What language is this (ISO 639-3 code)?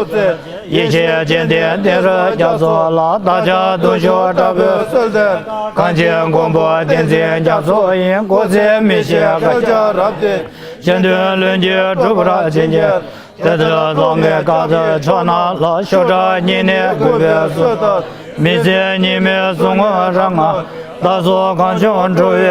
bod